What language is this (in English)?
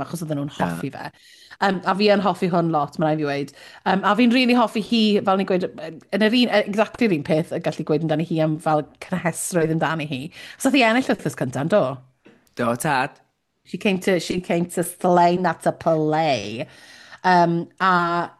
Welsh